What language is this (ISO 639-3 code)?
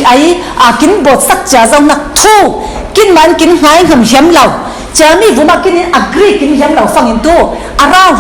cfm